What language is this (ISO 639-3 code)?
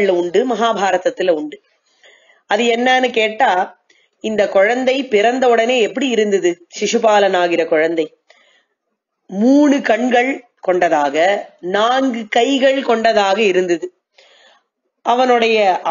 tam